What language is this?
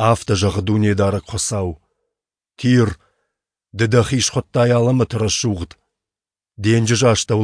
Ossetic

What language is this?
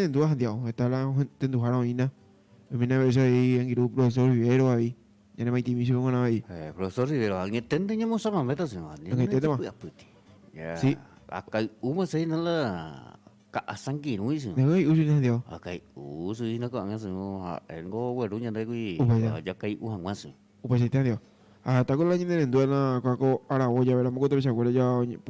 Guarani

